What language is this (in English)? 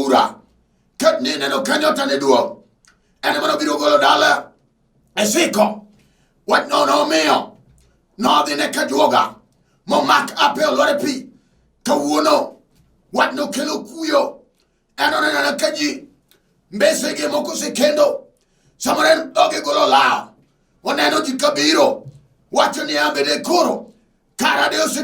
Luo (Kenya and Tanzania)